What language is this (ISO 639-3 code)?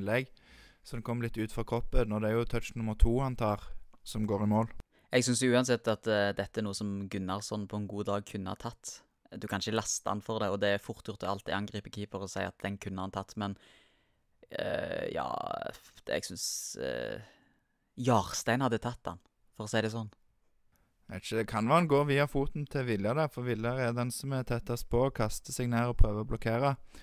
nor